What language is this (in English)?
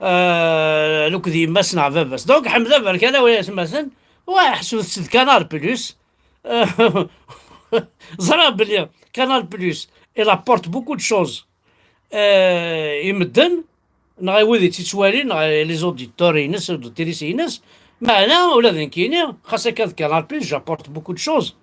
Kabyle